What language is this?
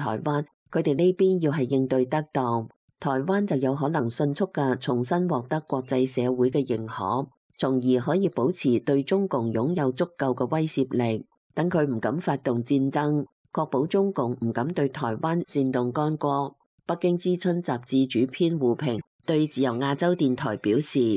Cantonese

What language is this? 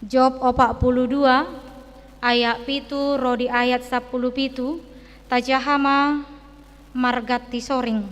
Batak Toba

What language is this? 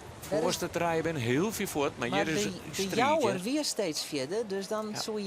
Western Frisian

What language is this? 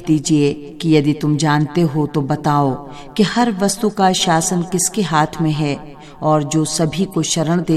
Hindi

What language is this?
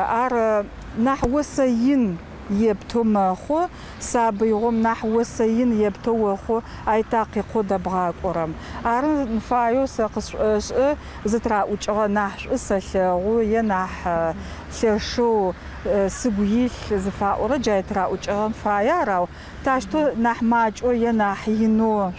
Adyghe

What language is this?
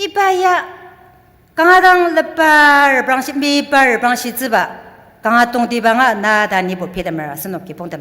Ao Naga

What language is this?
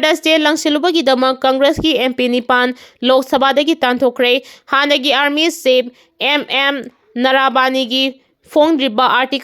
Manipuri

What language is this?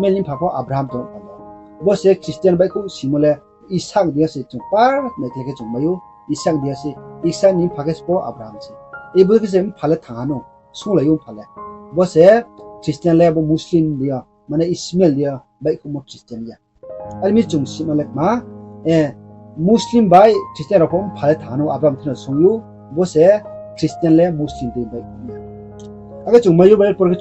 Riang (India)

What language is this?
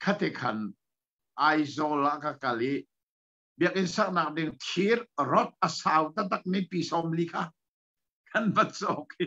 Hakha Chin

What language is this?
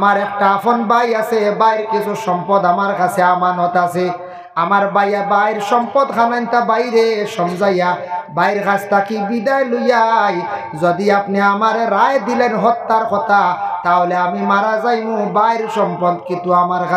Sylheti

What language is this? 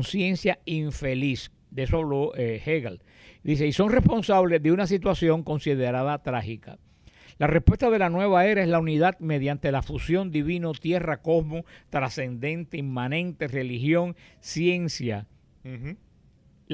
Spanish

